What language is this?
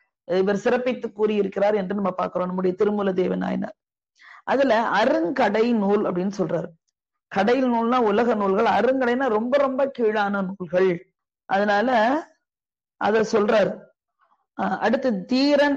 Tamil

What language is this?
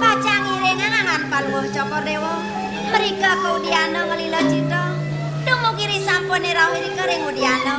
Balinese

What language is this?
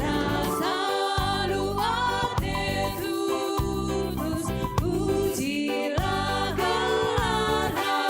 Batak Karo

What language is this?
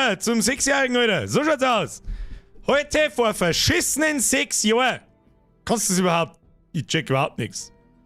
Bavarian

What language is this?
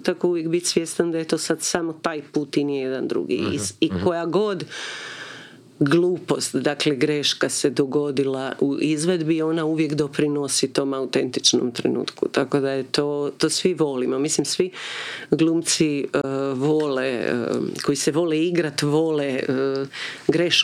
Croatian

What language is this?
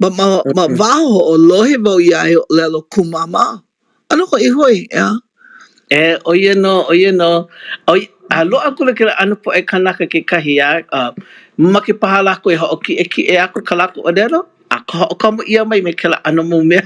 Hawaiian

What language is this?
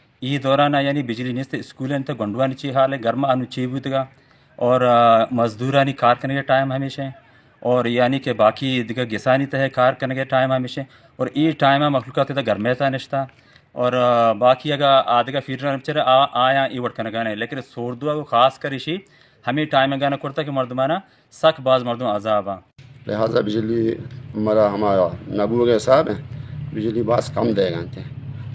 Baluchi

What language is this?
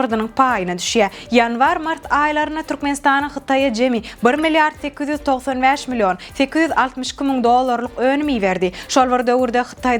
Turkmen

